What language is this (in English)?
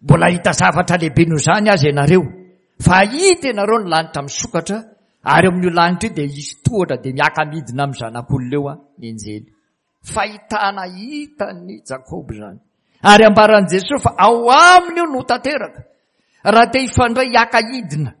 Malagasy